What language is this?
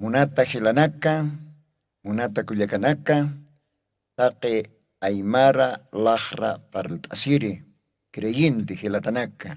Aymara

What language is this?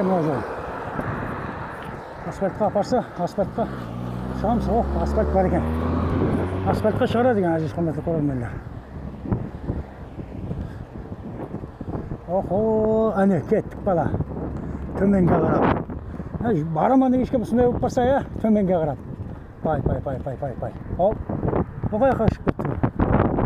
Kazakh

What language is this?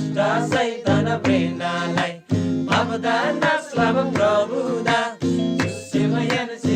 Eastern Tamang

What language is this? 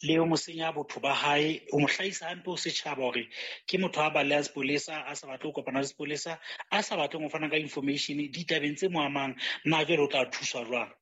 Southern Sotho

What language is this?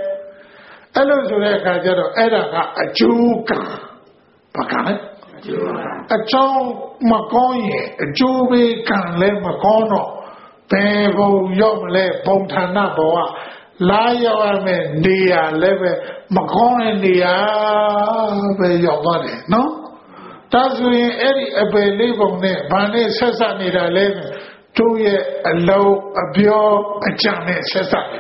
Burmese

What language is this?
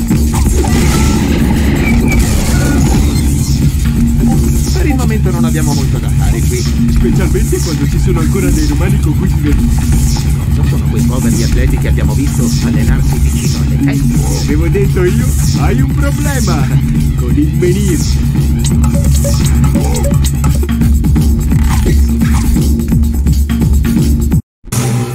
Italian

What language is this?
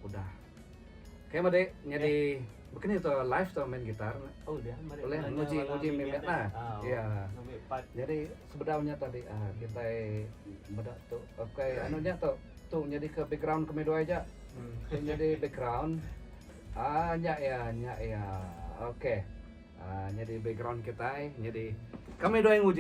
Iban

